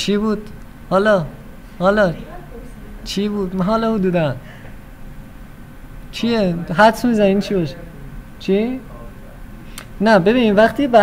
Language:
Persian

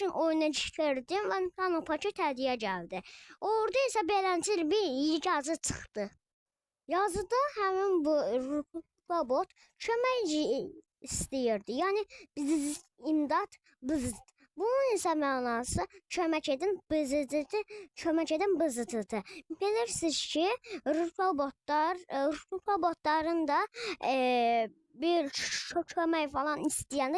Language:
Azerbaijani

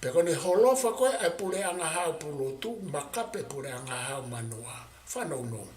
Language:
Tongan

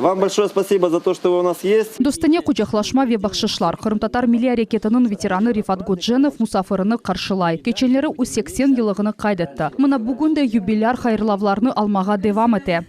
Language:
Crimean Tatar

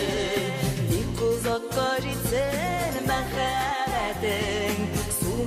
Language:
Bashkir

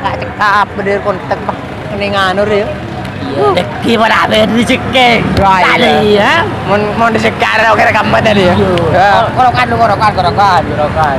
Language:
Madurese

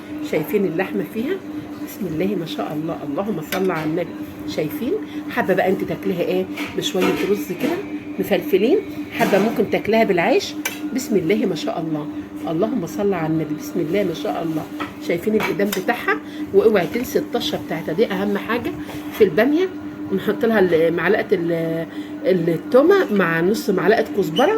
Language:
Egyptian Arabic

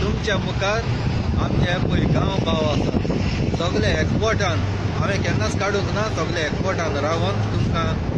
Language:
Konkani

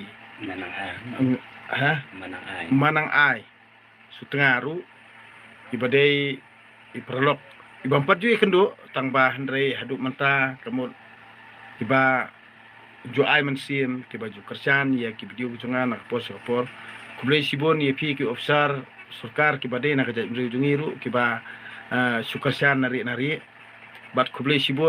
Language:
Khasi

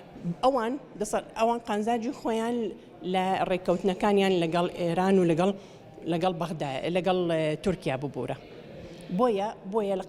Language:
Central Kurdish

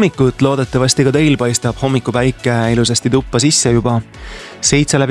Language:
Estonian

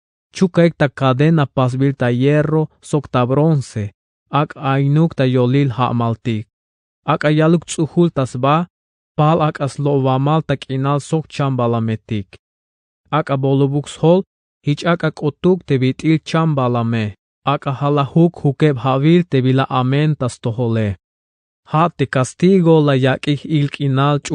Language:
Tzeltal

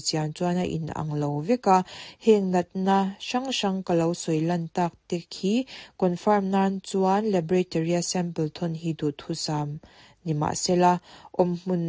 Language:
Mizo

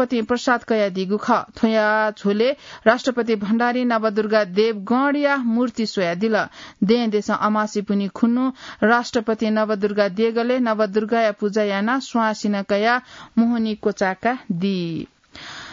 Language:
Newari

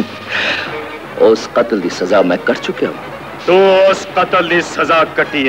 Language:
Hindi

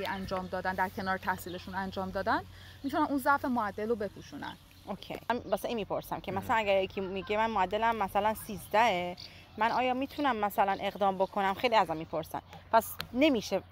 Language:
Persian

